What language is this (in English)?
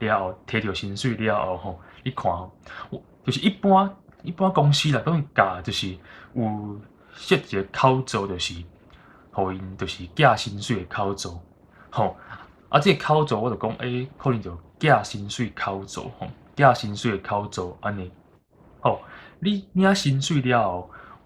Min Nan Chinese